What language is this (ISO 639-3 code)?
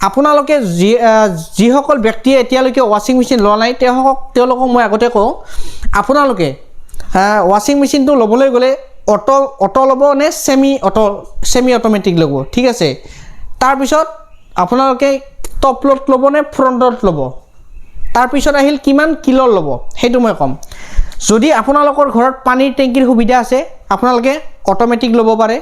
asm